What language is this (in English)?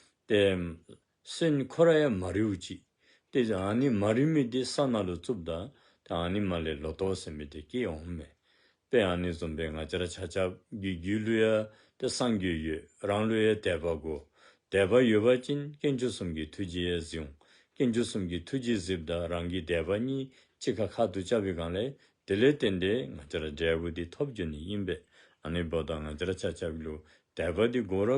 Dzongkha